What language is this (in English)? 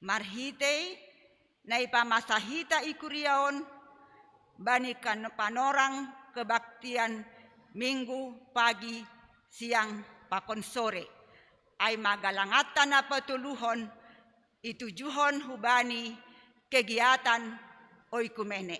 Batak Simalungun